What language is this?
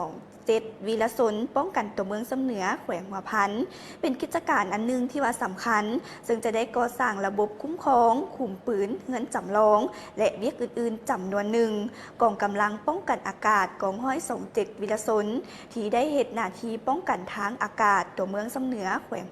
Lao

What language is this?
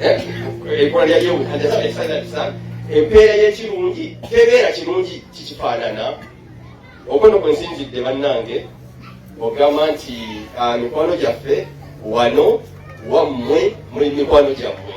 Ganda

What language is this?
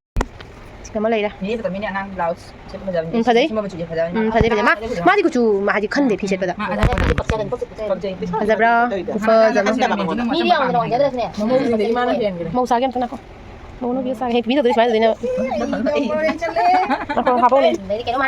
Manipuri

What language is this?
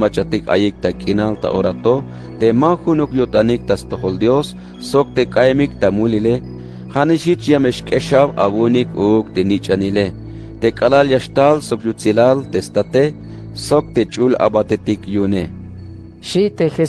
Tzeltal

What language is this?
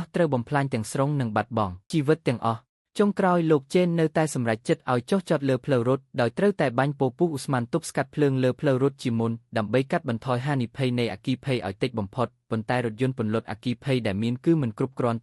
Khmer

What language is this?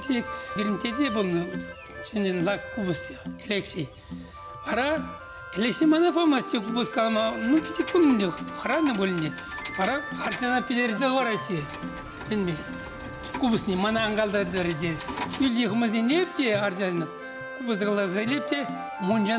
Chuvash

